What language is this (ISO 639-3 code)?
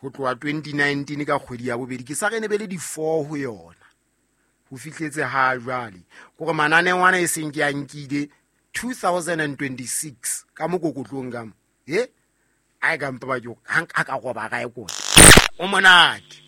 sot